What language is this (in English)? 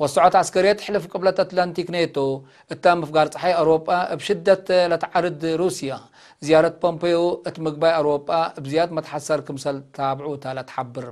Tigre